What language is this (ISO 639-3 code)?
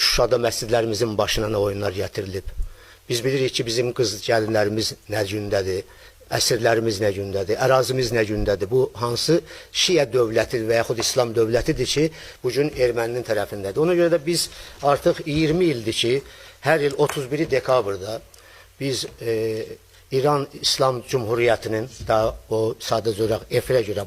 aze